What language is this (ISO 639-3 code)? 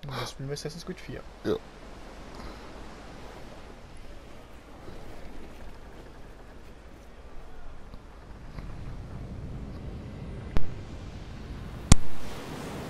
deu